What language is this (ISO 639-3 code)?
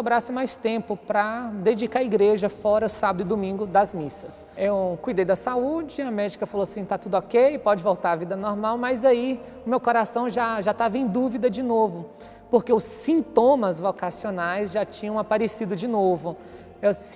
por